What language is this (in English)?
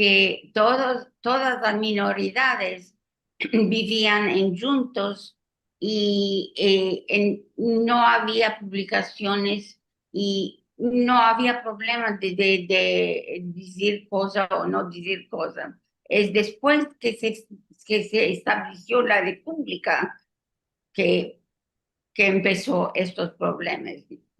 Ladino